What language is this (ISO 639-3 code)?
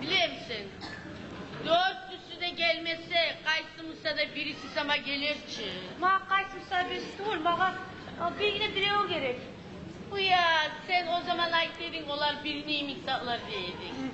kum